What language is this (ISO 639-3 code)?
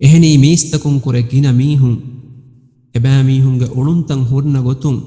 div